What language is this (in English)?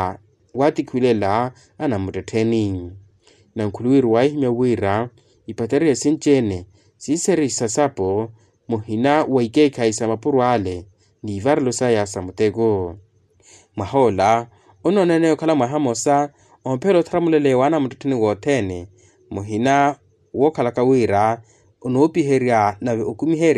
Makhuwa